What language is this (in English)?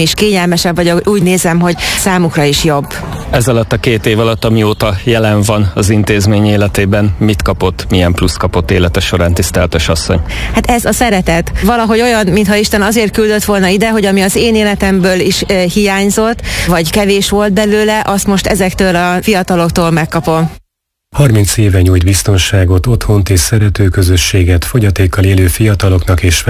Hungarian